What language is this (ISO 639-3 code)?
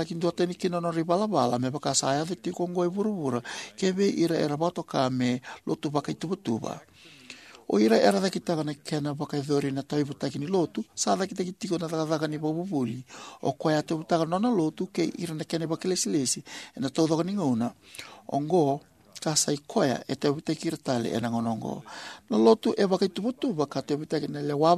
fij